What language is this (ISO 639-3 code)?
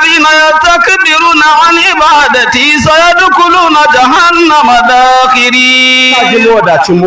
hau